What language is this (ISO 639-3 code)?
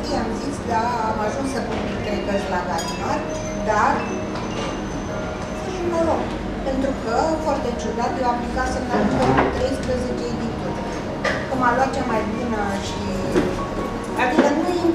ron